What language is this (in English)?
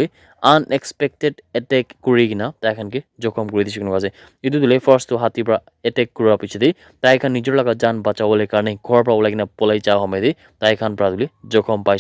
Naga Pidgin